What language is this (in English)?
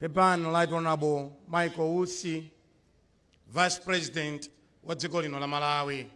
Nyanja